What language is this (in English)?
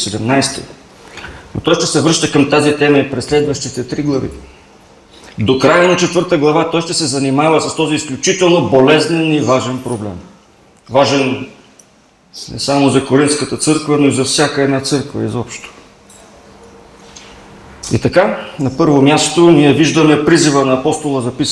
Bulgarian